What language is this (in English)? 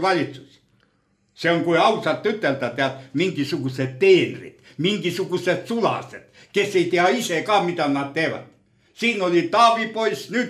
Estonian